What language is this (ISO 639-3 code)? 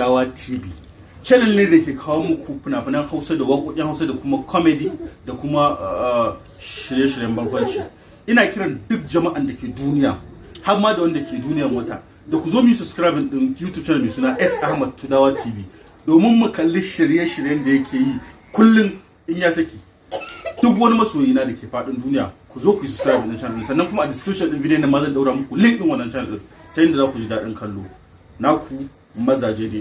hau